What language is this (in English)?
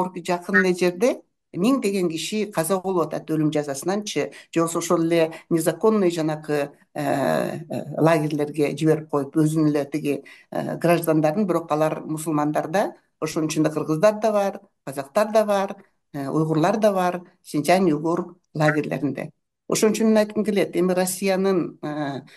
Kyrgyz